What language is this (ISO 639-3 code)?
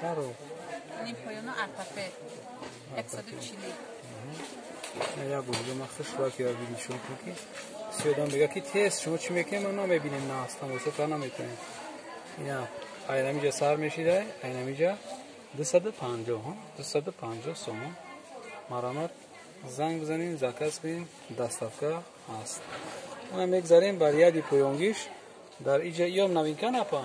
tgk